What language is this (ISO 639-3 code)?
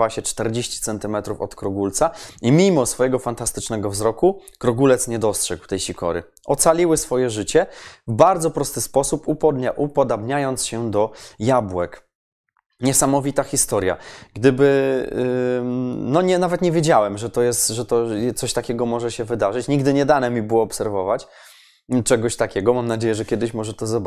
pol